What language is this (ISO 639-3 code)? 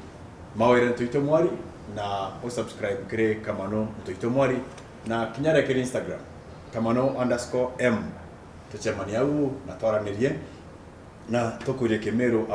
mer